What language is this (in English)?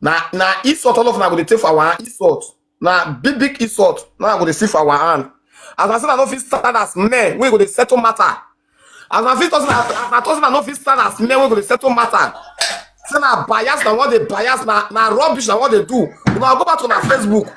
Nigerian Pidgin